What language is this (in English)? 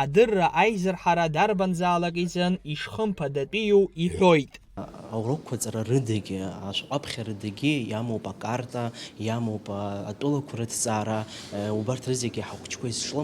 Abkhazian